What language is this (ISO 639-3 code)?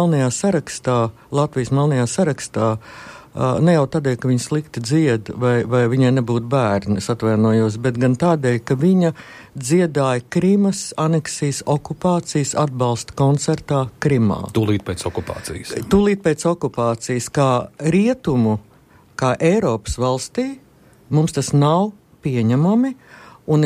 lav